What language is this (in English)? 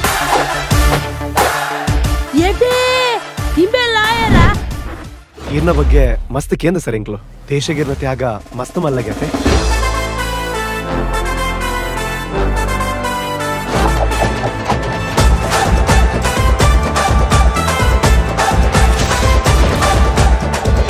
Tulu